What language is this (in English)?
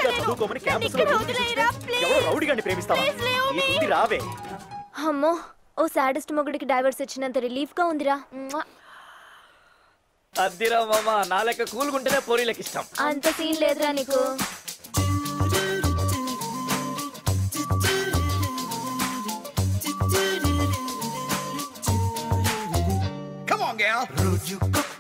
Telugu